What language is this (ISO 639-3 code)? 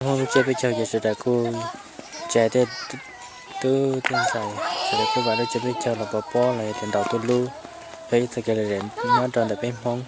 hmn